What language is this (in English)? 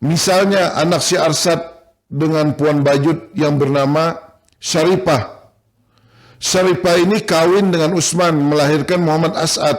Banjar